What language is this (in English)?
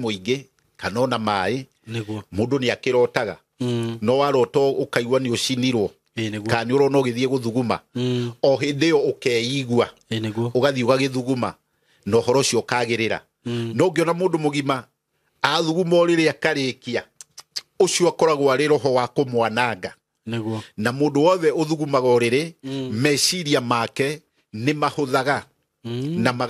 Kikuyu